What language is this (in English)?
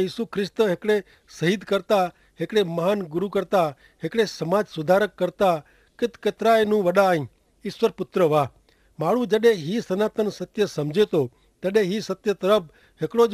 Kachhi